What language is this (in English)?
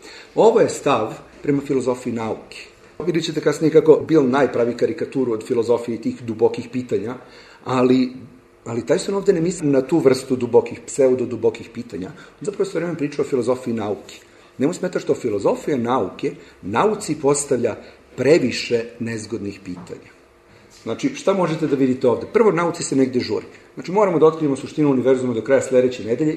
Serbian